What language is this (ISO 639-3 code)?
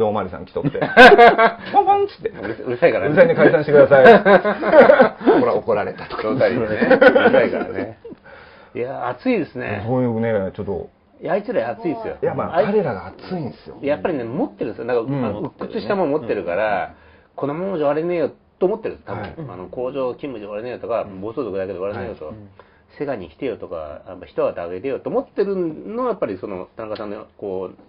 jpn